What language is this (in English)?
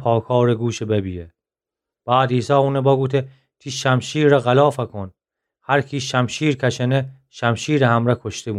Gilaki